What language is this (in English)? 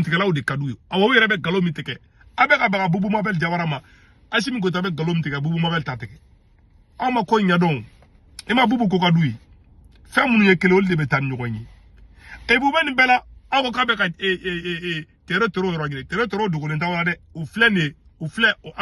Bambara